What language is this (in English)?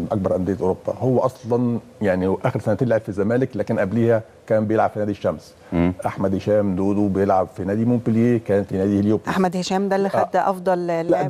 Egyptian Arabic